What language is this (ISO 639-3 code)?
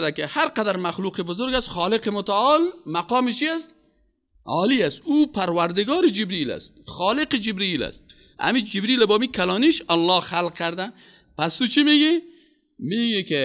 fas